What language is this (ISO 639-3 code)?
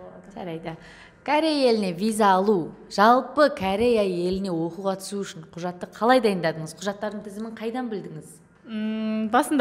kaz